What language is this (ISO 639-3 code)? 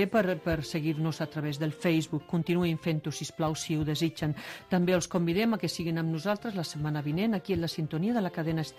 cat